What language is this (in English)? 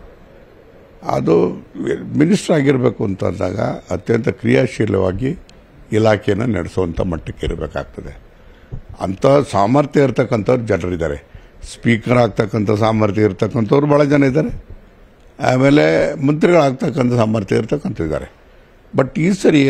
Kannada